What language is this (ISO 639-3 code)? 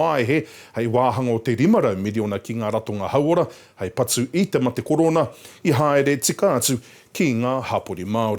mri